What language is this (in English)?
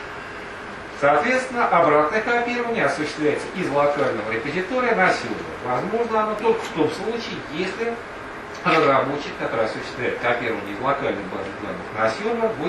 Russian